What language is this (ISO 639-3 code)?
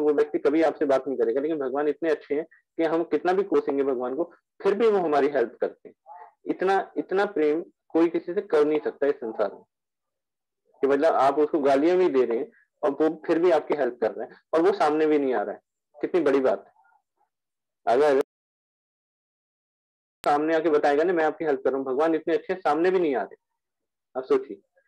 hin